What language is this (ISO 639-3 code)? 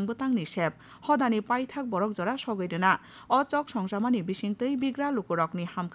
trp